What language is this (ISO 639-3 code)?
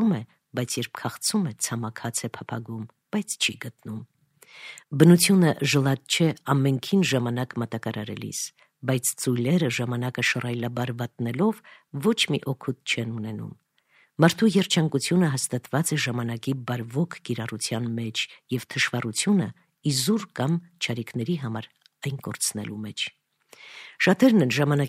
hye